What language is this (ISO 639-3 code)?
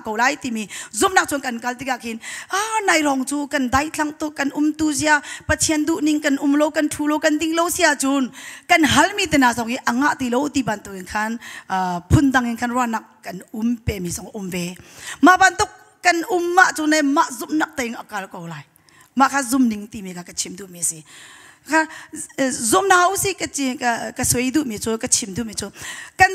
cnh